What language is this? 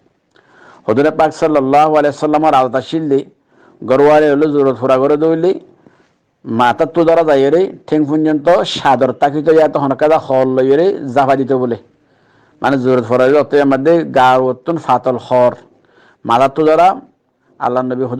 Rohingya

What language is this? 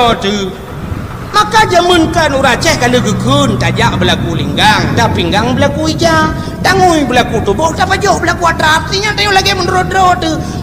Achinese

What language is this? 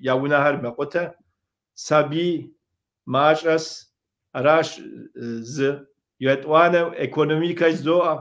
Kabardian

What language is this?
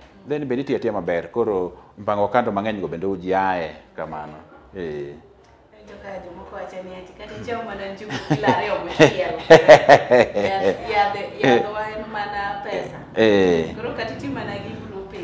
Luo (Kenya and Tanzania)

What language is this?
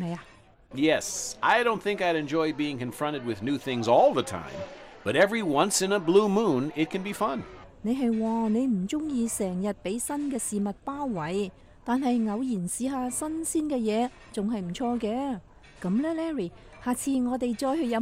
Cantonese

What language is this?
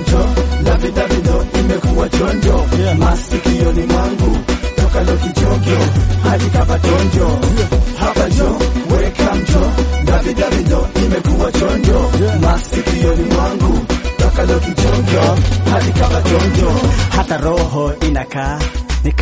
Swahili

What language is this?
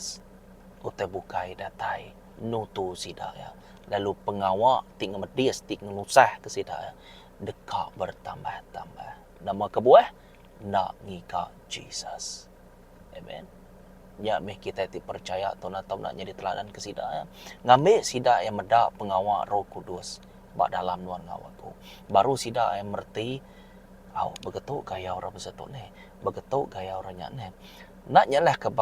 Iban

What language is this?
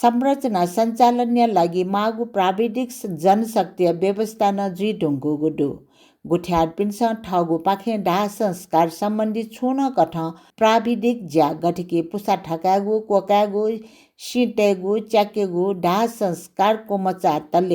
Newari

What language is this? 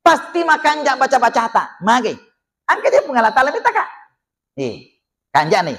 Buginese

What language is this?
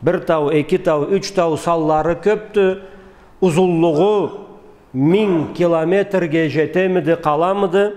Karachay-Balkar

